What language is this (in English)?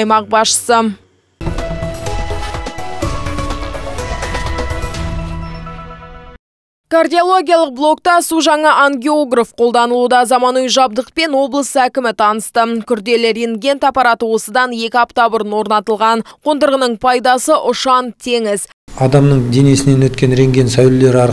Kazakh